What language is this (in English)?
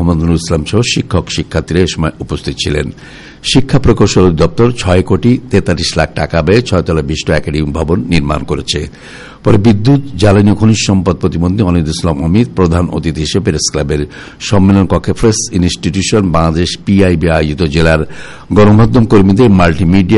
Bangla